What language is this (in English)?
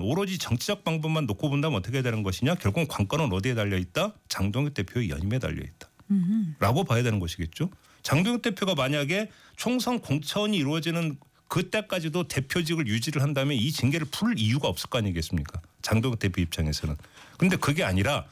Korean